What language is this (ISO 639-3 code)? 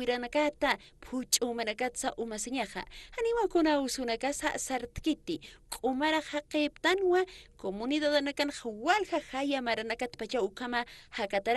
aym